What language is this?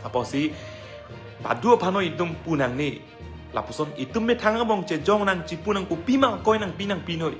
Karbi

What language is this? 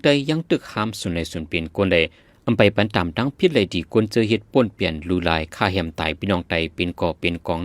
Shan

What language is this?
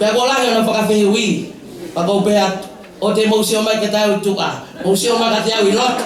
Tongan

